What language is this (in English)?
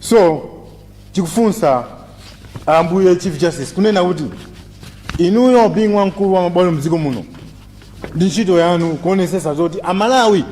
Nyanja